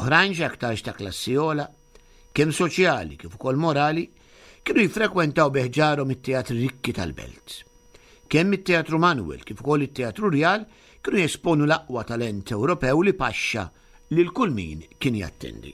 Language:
Maltese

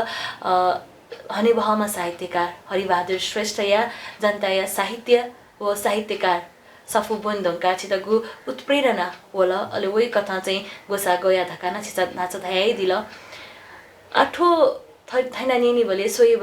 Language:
Newari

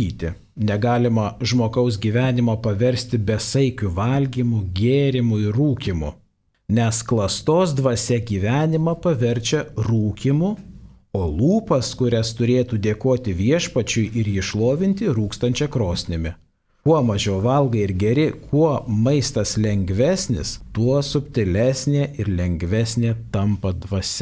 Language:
Lithuanian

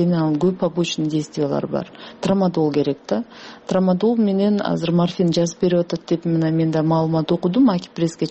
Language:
Kyrgyz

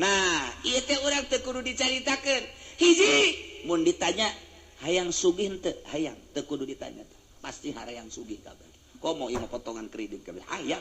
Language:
Sundanese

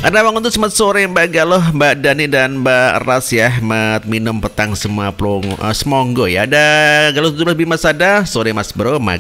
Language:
Indonesian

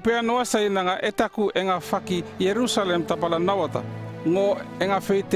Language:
North Efate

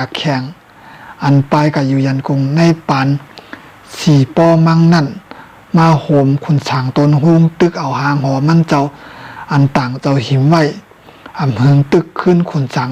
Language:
Shan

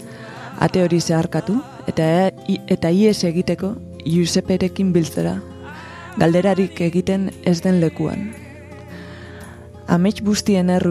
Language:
Basque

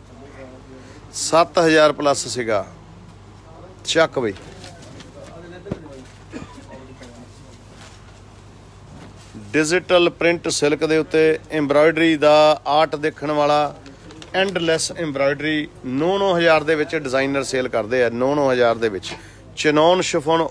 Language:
Punjabi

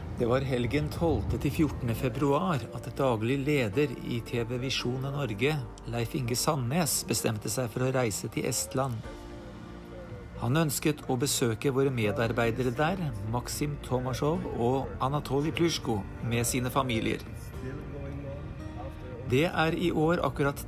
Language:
Norwegian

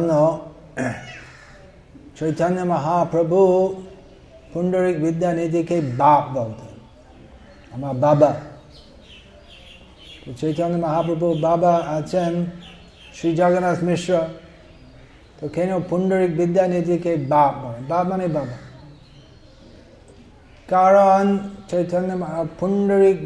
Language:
Bangla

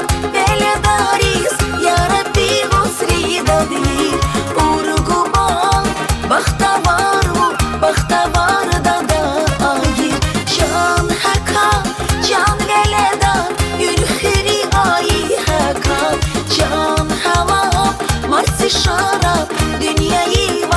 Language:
Tabassaran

